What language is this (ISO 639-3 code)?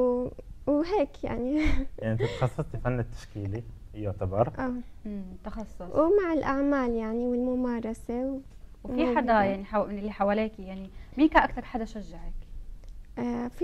apc